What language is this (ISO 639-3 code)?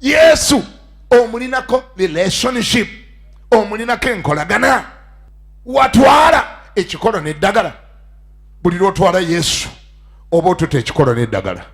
lug